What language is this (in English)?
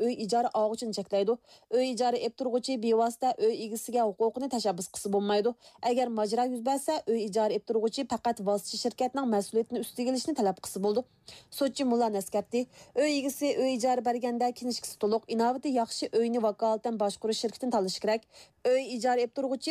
Uyghur